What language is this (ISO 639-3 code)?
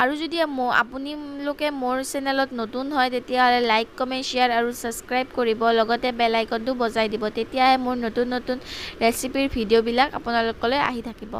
asm